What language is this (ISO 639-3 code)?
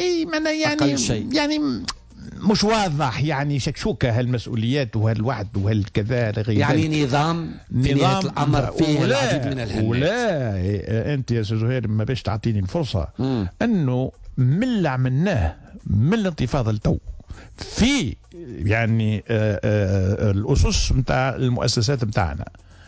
aeb